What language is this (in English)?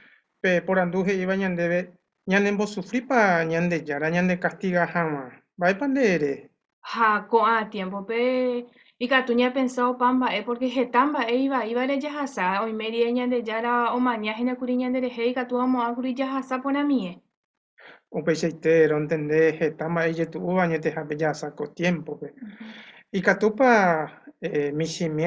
Guarani